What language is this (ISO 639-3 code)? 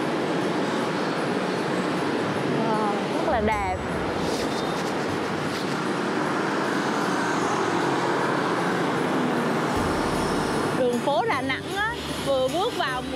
vie